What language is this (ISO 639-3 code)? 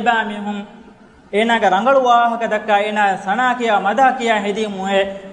div